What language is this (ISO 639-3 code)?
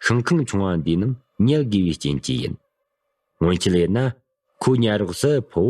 bod